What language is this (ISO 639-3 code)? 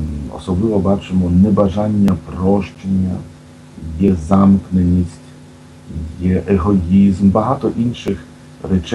ukr